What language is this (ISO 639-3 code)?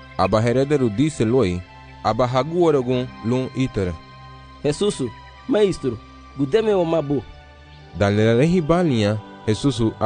cab